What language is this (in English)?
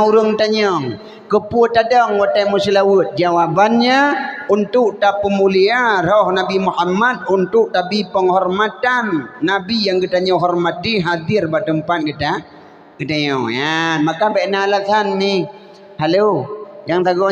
Achinese